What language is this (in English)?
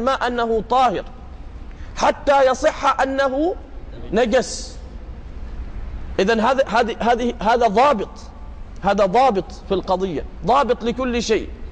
Arabic